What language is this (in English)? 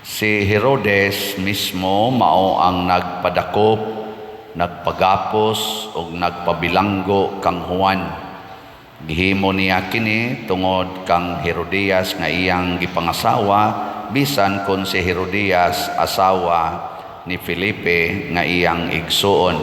Cebuano